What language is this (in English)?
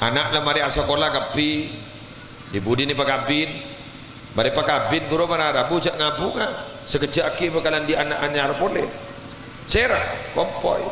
Madurese